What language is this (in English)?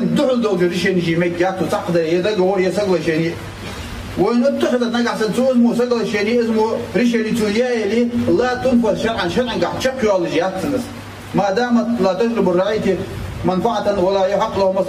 Ingush